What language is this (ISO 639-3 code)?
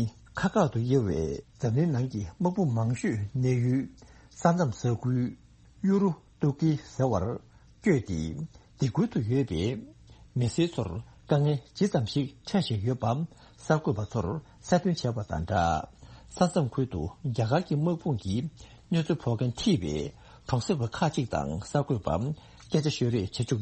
bod